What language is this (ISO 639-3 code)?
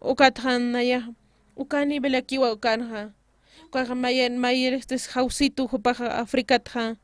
aym